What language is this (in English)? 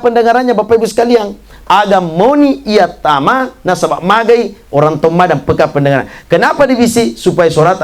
Buginese